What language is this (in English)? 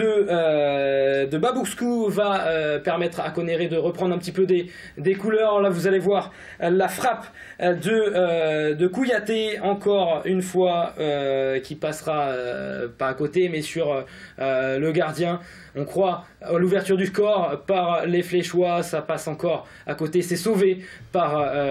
French